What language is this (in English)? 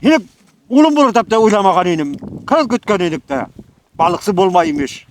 Bashkir